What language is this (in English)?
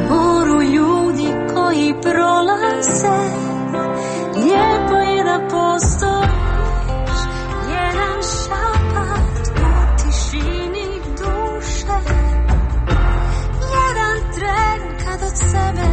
Croatian